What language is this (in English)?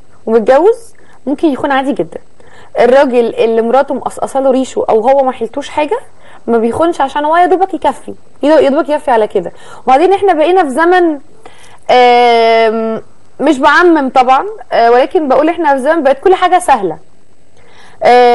Egyptian Arabic